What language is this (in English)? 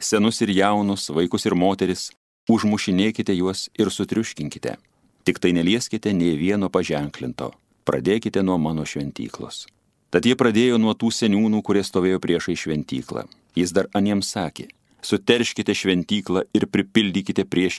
Lithuanian